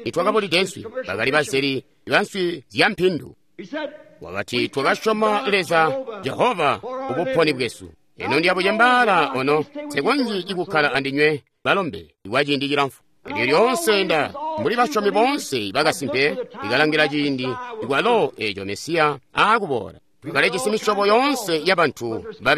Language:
Tonga (Zambia)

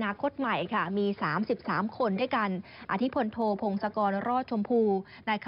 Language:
Thai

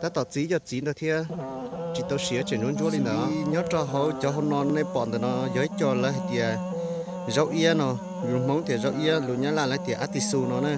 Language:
Hmong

